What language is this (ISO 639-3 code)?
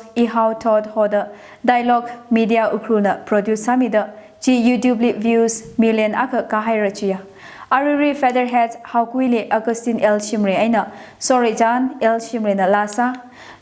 nmf